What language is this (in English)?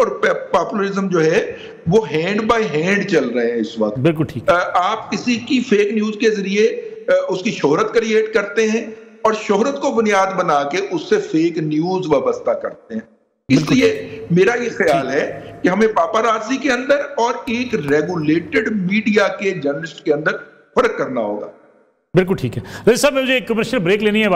Urdu